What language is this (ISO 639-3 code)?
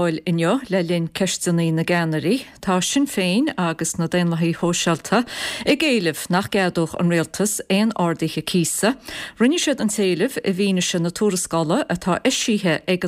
gle